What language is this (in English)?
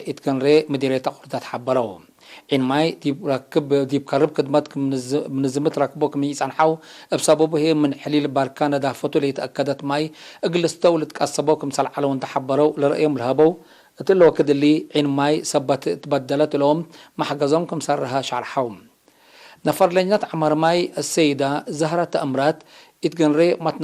Tigre